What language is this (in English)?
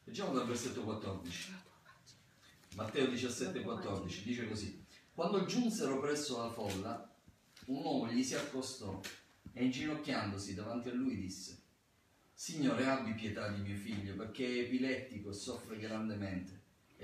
Italian